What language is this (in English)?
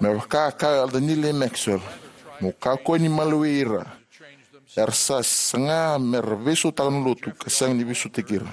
Fijian